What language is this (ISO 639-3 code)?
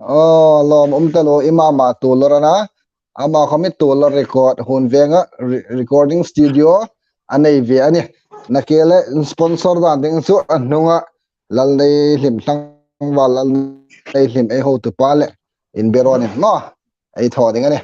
hmr